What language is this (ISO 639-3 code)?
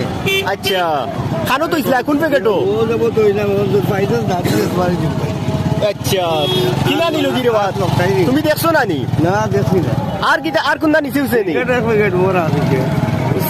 syl